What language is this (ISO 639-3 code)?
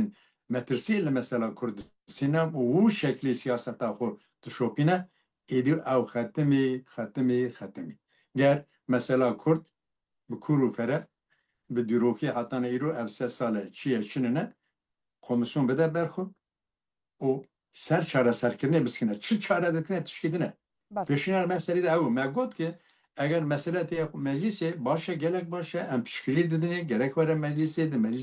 kur